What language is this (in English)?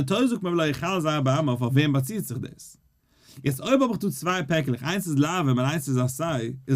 Yiddish